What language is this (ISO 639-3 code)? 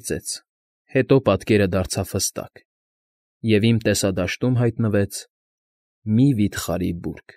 hye